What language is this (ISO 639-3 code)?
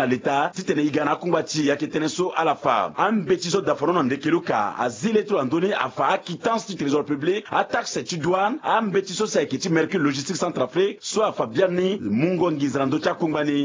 sag